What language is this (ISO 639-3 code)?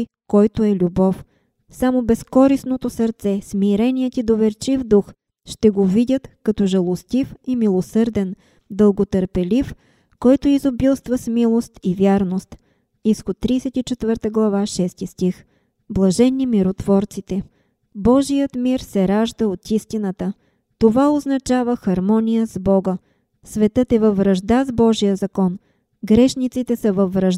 bul